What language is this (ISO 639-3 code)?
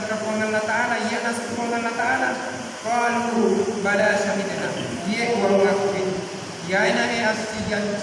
bug